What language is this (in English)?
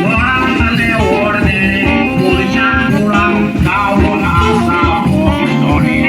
Konkani